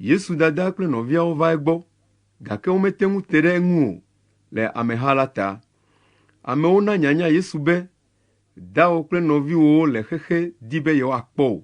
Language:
Ewe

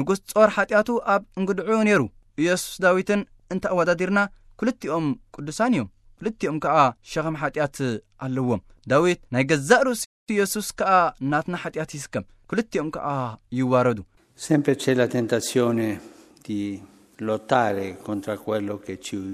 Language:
Tigrinya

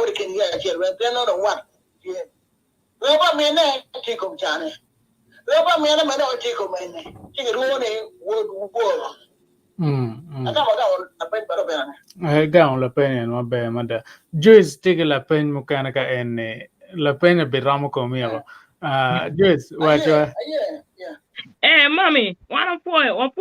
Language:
Acoli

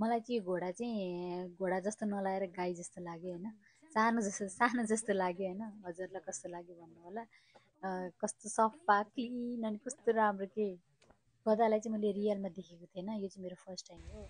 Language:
Nepali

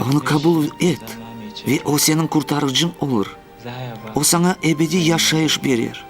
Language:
Crimean Tatar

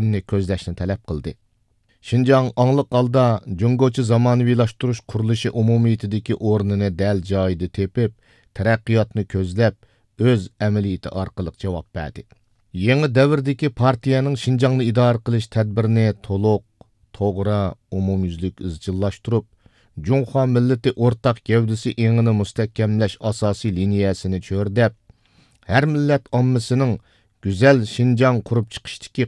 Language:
Uyghur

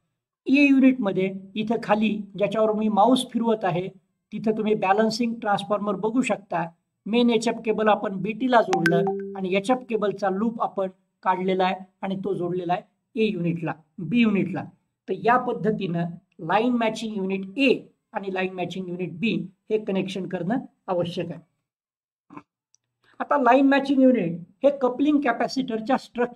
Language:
Marathi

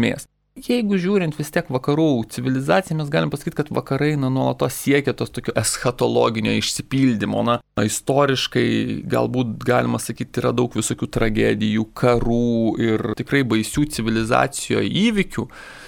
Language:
Lithuanian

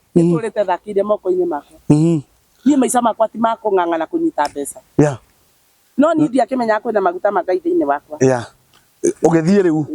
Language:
Kikuyu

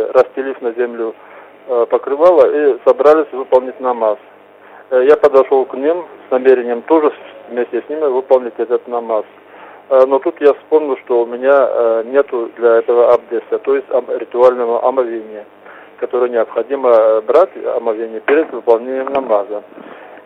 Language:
Russian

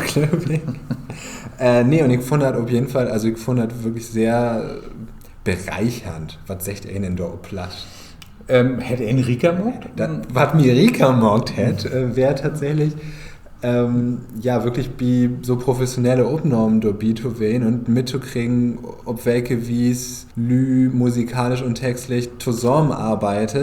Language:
Low German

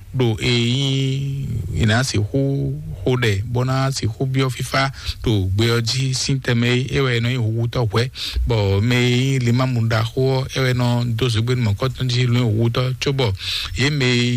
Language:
Fon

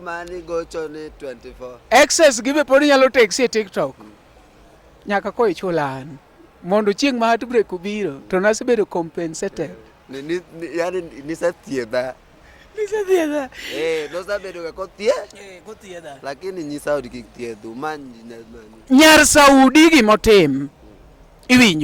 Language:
Luo (Kenya and Tanzania)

